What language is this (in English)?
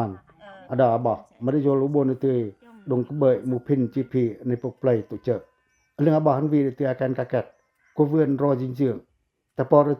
Pacoh